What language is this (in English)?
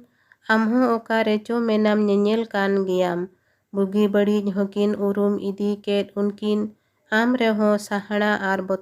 Santali